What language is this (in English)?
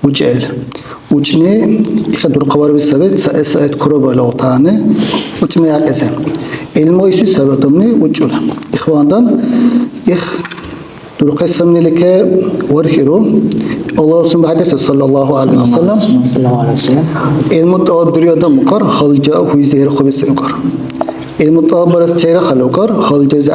Dargwa